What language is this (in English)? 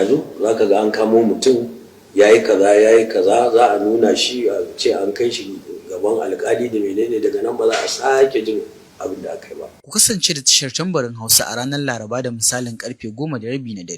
Hausa